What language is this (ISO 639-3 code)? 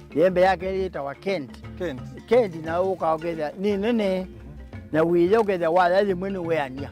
kam